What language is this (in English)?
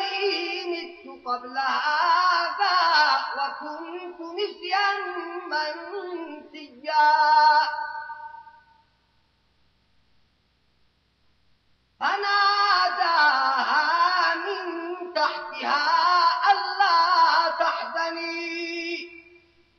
Arabic